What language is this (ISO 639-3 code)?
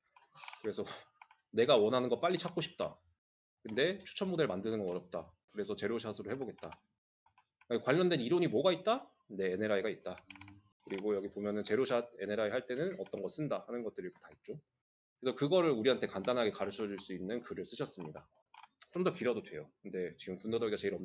kor